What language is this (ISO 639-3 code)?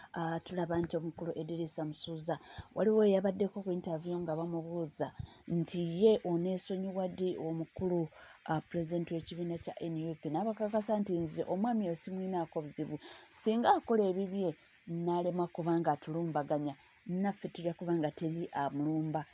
lug